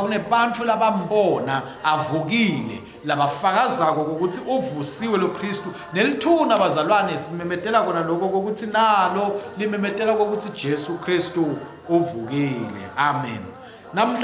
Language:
Swati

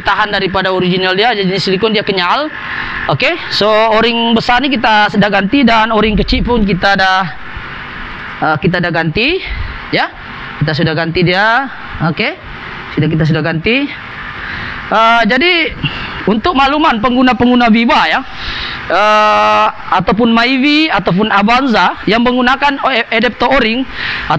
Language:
Malay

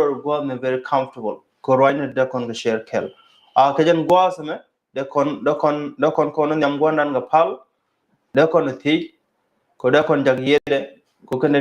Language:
Nuer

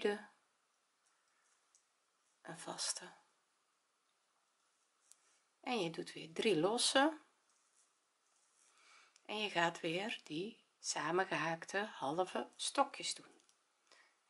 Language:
Dutch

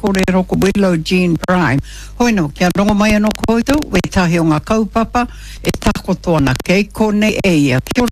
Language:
Māori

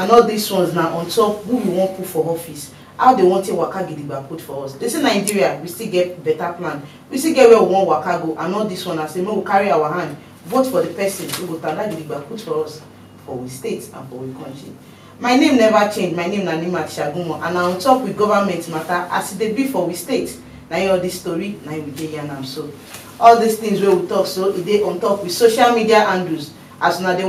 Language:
Nigerian Pidgin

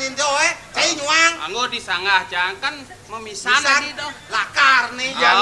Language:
Balinese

